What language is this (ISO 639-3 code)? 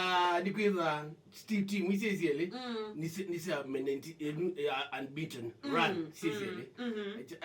kam